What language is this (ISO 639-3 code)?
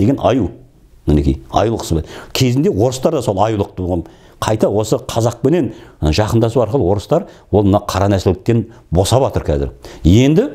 kaz